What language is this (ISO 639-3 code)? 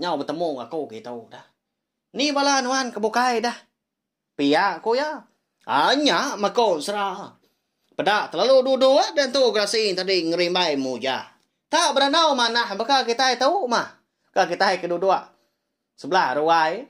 iba